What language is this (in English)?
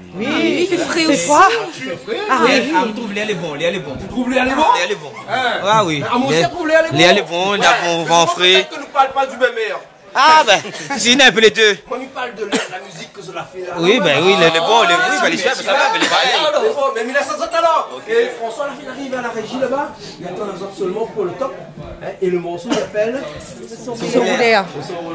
Réunion Creole French